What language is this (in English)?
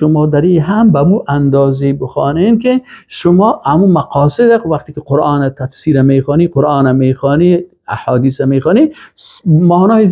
Persian